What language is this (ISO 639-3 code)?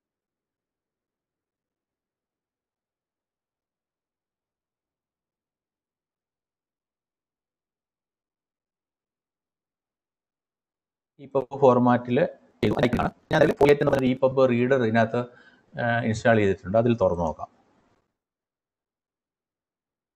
mal